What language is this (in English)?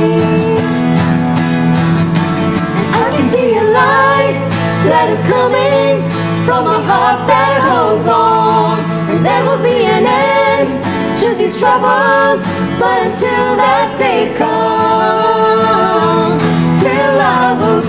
English